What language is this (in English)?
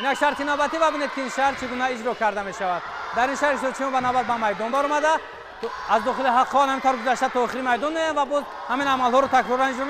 Tajik